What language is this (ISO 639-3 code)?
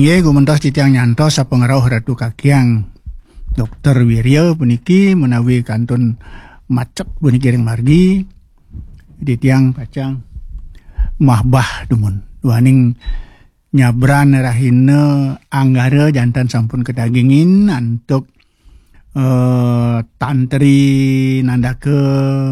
ban